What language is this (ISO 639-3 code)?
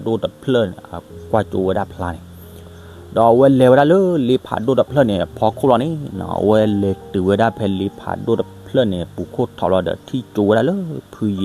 ksw